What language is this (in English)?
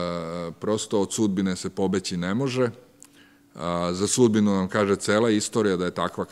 Serbian